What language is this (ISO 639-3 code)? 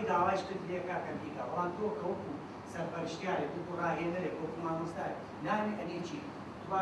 ckb